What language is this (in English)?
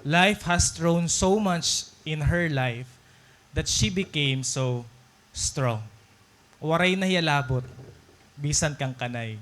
Waray